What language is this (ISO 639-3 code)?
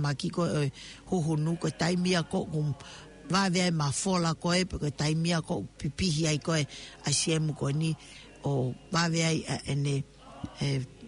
ton